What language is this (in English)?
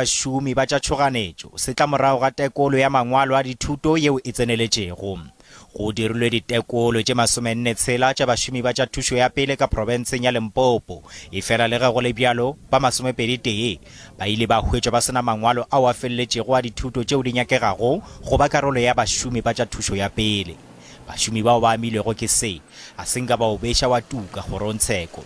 Northern Sotho